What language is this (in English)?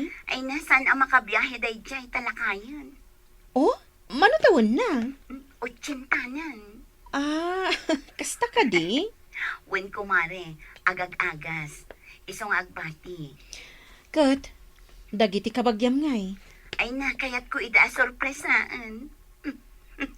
Iloko